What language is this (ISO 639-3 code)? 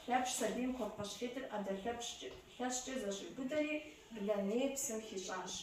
kbd